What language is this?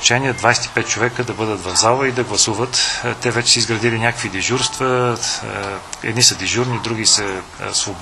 Bulgarian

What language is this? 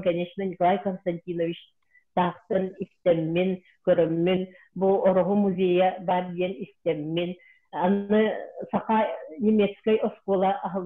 Yakut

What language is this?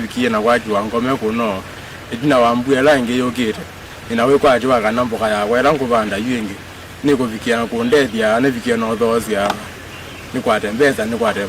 Kamba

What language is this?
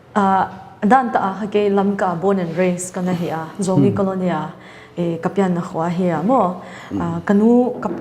Paite Chin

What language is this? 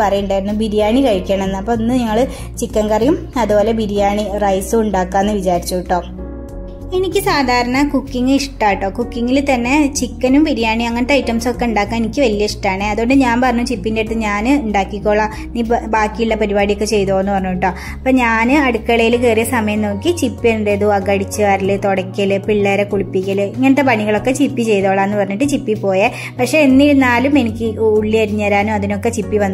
Malayalam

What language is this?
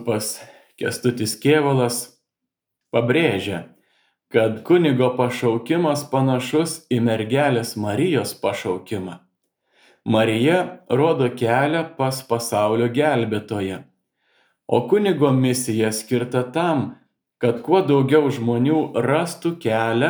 Lithuanian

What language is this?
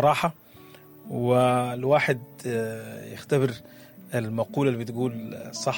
Sudanese Arabic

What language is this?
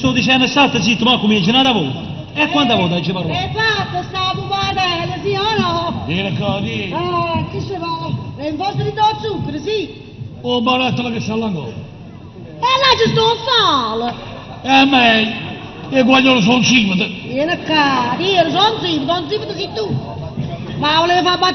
Neapolitan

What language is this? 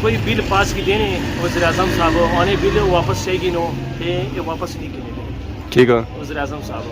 Pahari-Potwari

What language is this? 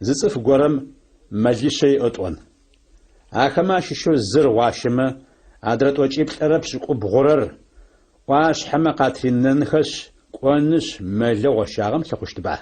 Adyghe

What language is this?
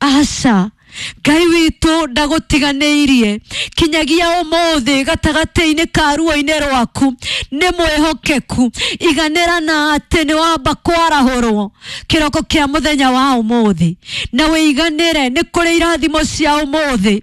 Kikuyu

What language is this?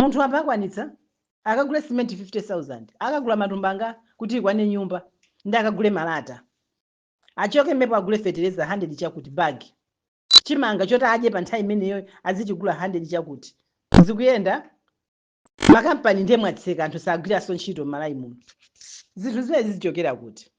Nyanja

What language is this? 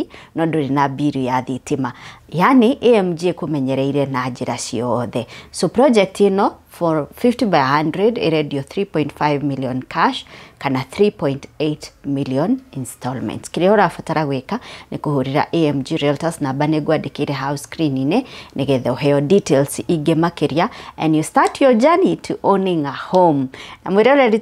Kikuyu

